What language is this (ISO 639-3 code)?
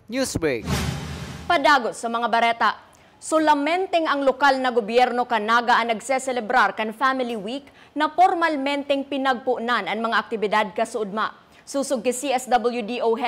bik